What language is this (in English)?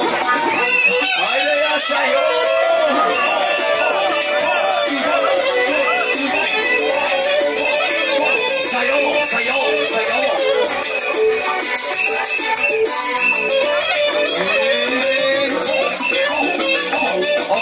Bulgarian